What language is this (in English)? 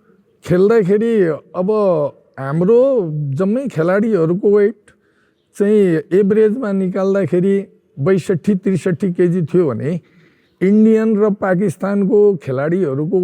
Nepali